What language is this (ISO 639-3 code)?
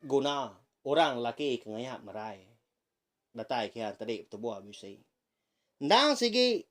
iba